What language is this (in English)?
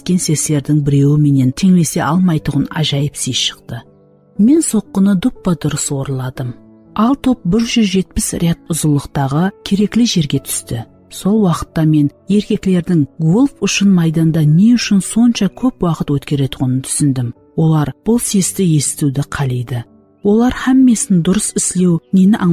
Kara-Kalpak